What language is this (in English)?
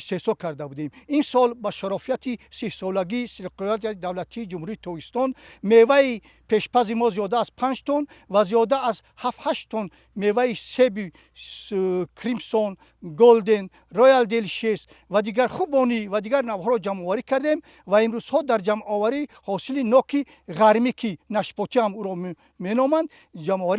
Tajik